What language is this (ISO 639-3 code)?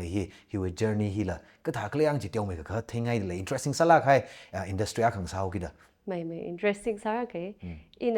nmf